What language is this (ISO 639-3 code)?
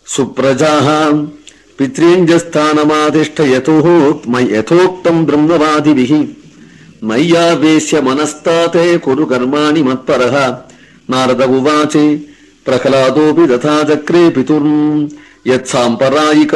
san